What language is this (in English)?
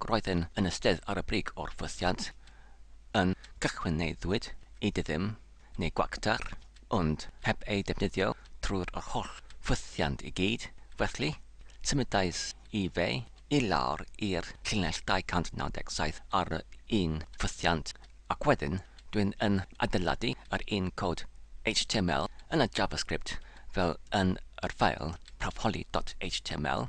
Welsh